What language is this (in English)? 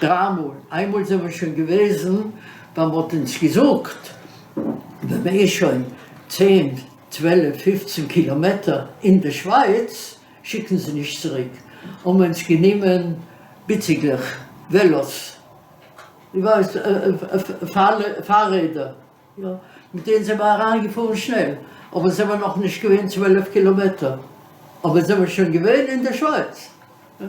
Yiddish